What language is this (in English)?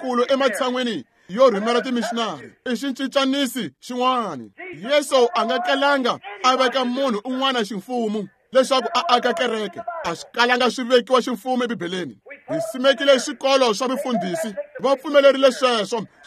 Tsonga